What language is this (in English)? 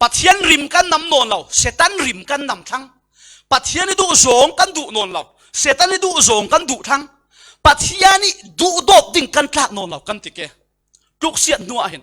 Falam Chin